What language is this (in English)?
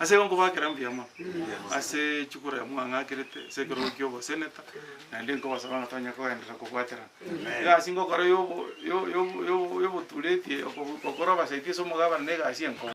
Gusii